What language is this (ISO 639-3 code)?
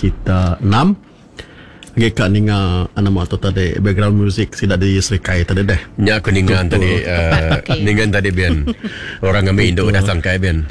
iba